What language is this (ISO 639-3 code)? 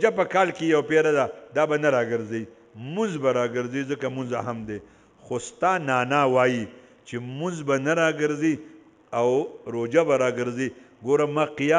pus